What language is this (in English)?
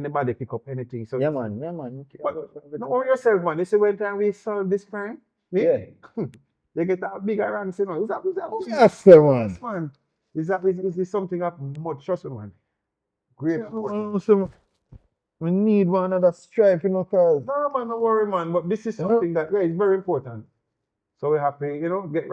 Jamaican Creole English